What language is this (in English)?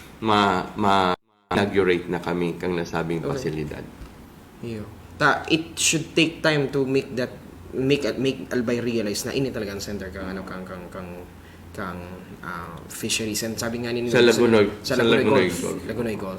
Bikol